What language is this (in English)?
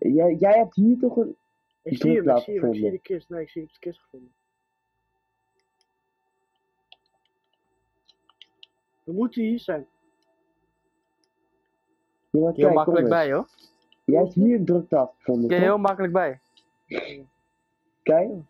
Dutch